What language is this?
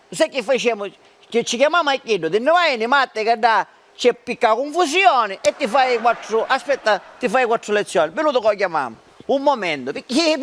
Sicilian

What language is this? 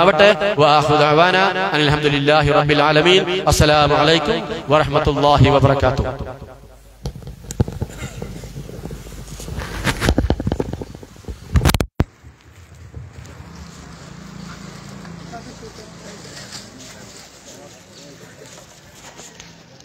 Malayalam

